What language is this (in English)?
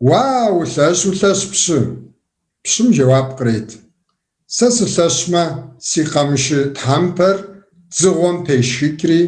Kabardian